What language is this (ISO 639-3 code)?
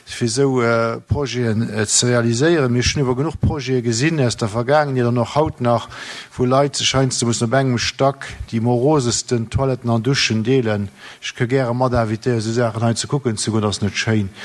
ltz